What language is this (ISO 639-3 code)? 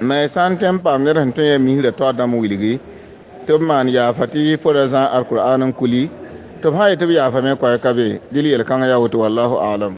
mos